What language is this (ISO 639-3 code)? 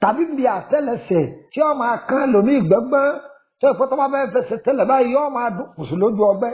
yor